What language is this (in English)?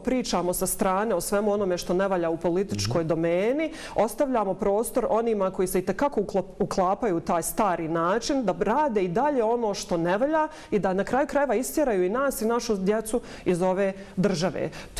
Bosnian